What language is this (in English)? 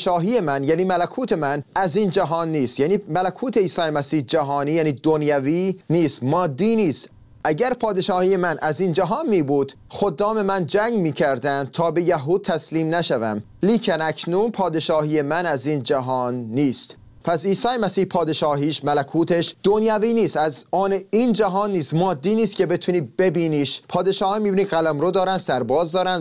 Persian